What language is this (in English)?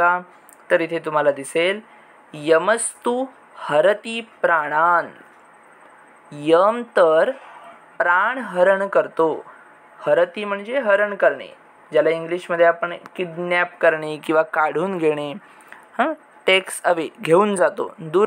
Marathi